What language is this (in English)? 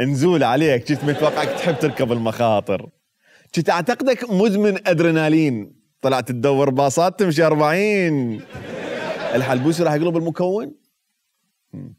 Mesopotamian Arabic